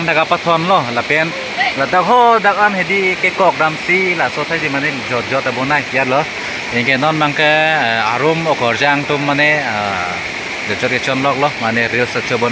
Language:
Karbi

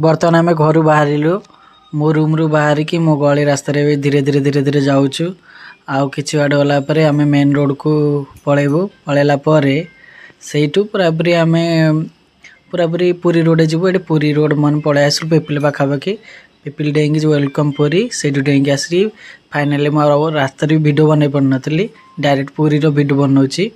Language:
Odia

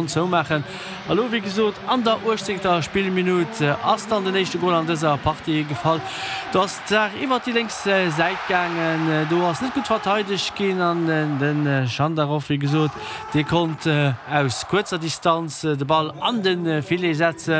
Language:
Luxembourgish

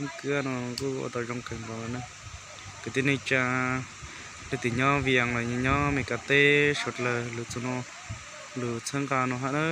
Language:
Hmong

